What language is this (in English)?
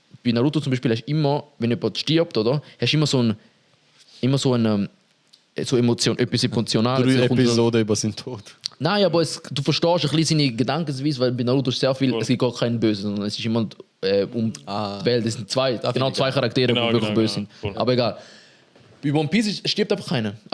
Swiss German